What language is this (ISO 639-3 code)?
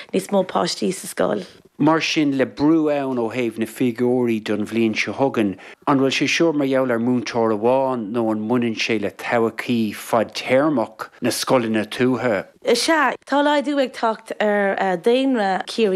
gle